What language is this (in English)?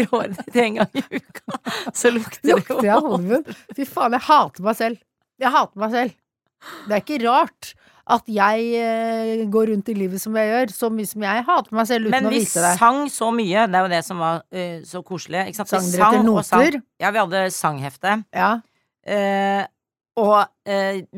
Norwegian